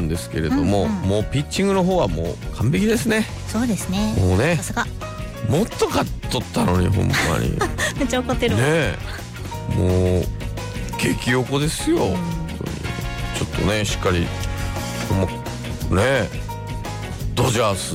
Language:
Japanese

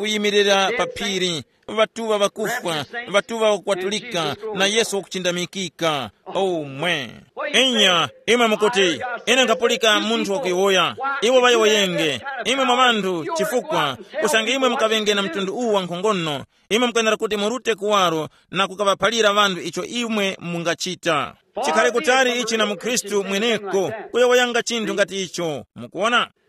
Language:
Tumbuka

